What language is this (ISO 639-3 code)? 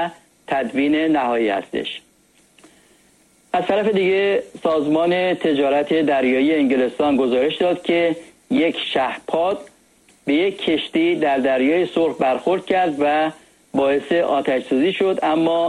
fas